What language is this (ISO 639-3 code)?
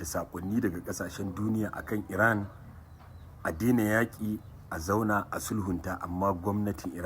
hau